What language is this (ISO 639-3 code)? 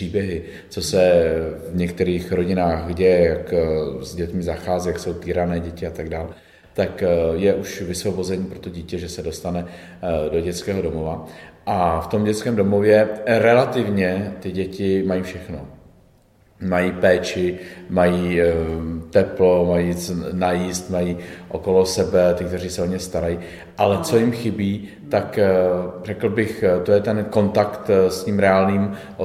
ces